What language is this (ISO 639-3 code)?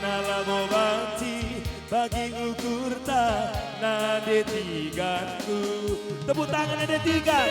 btx